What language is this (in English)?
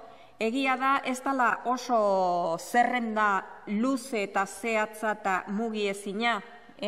Basque